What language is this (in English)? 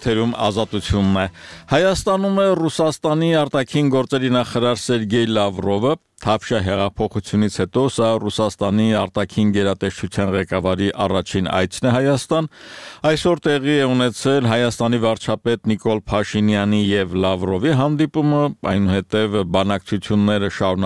Armenian